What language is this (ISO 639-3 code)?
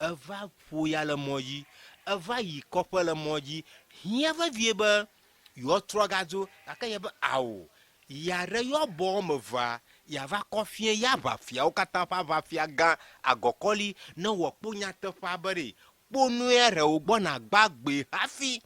ewe